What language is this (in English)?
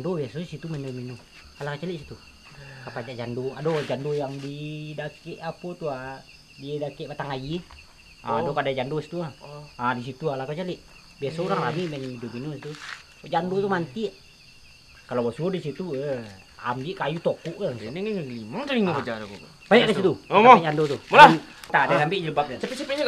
Minangkabau